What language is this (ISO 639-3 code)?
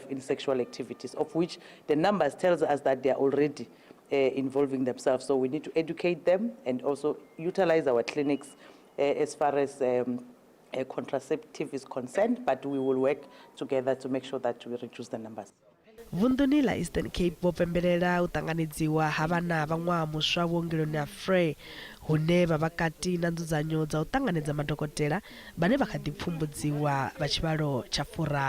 ven